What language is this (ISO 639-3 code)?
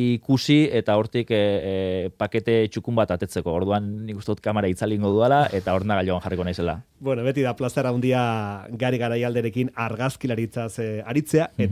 eus